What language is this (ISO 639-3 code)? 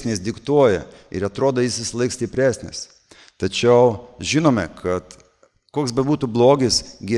lit